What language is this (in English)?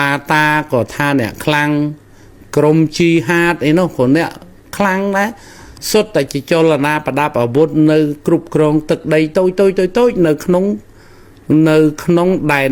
Khmer